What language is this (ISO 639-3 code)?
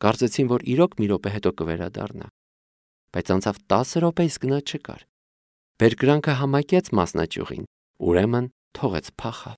hye